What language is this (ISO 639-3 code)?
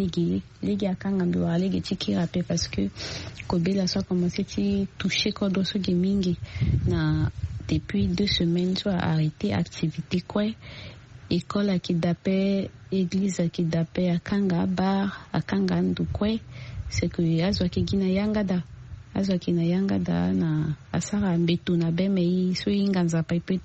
sag